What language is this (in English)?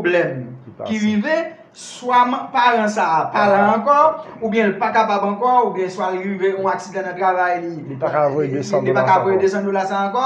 Haitian Creole